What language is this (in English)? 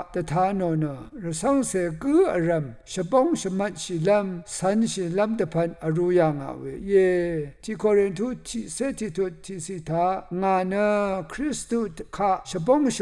Rawang